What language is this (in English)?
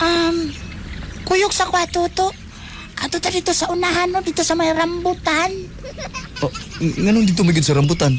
Cebuano